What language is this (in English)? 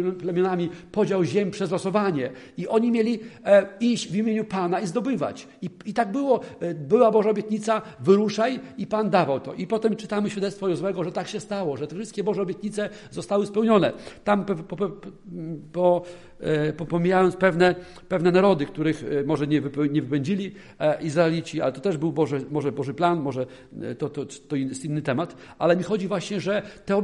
Polish